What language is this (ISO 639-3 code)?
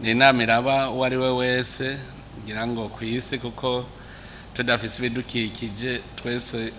run